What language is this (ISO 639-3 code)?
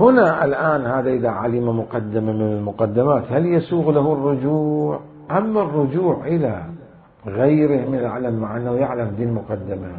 acm